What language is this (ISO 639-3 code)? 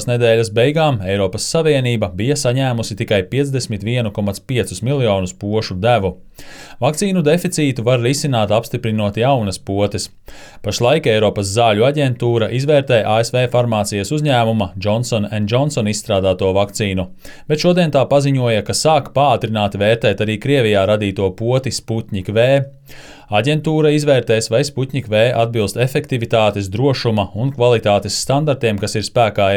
lav